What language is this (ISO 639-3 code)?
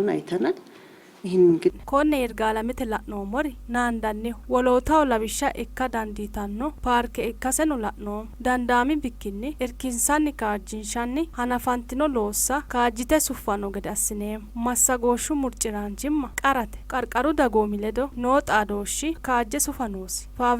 sid